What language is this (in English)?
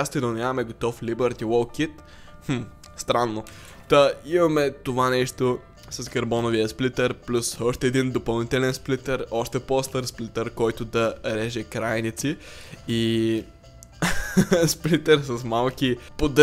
Bulgarian